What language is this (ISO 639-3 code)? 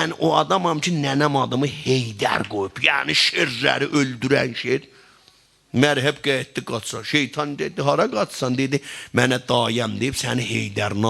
azb